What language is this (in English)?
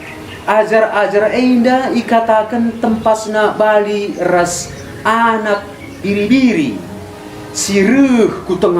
Batak Karo